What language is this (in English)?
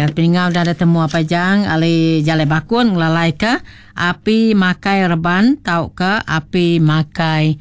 Iban